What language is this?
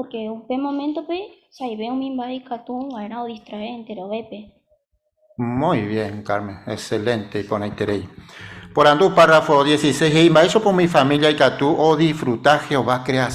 Guarani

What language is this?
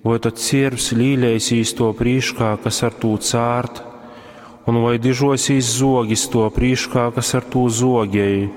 Latgalian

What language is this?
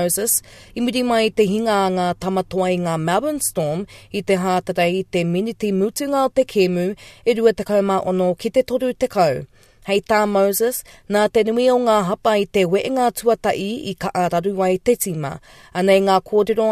Māori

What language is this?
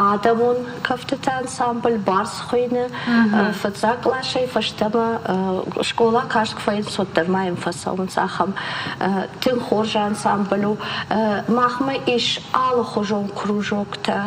Ossetic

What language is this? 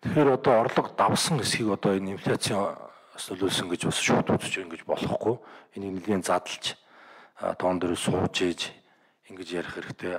Mongolian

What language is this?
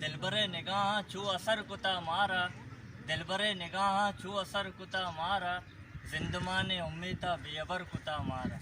Baluchi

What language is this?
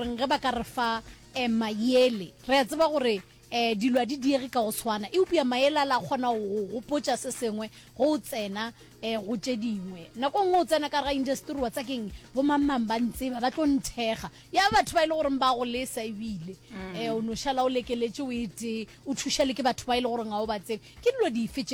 Northern Sotho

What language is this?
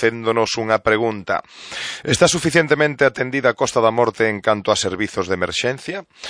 Galician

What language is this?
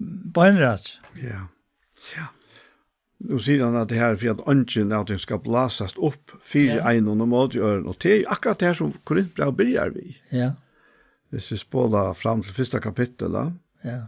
Faroese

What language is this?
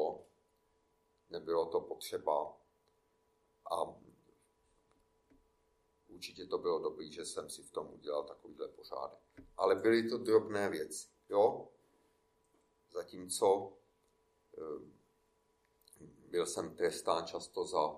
Czech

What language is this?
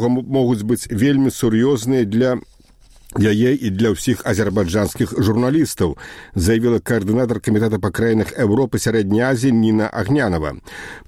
Belarusian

